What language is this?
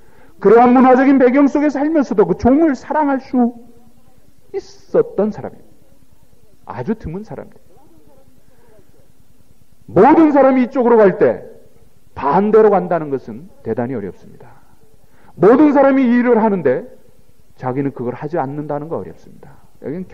Korean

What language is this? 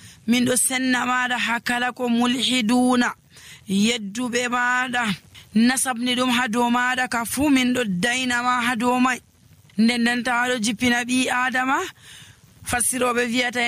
Nigerian Fulfulde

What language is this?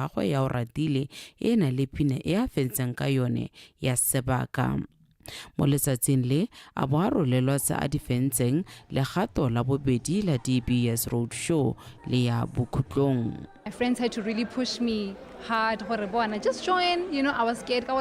Tswana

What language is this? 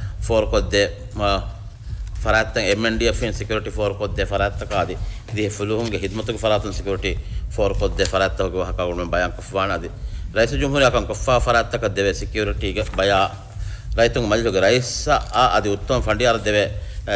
Divehi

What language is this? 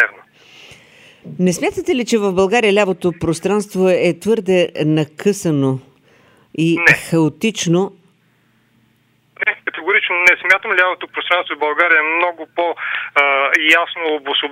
Bulgarian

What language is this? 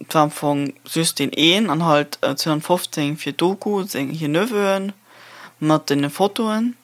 Luxembourgish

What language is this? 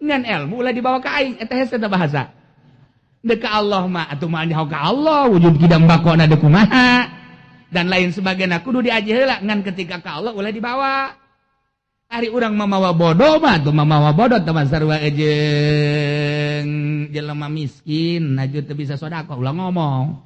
Sundanese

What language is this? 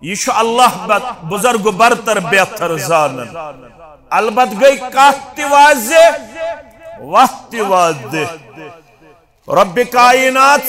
Kashmiri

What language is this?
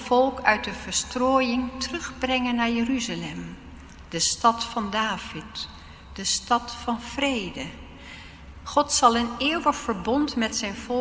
Dutch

